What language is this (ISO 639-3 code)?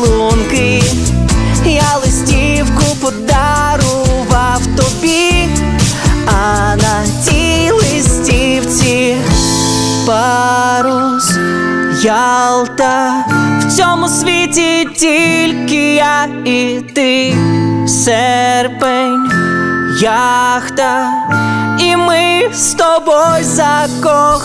ukr